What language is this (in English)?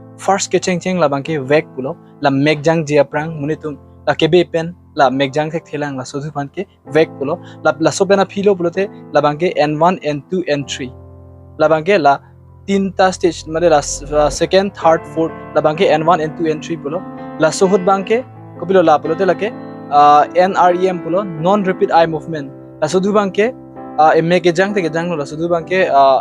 Karbi